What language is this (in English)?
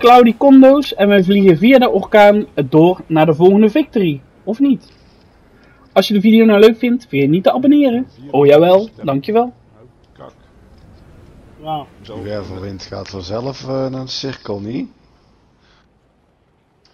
Dutch